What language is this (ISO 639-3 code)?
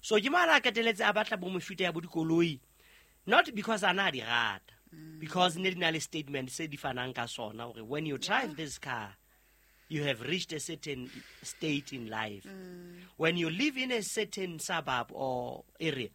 sot